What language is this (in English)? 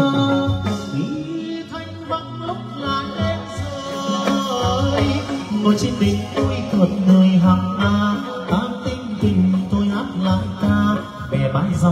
Vietnamese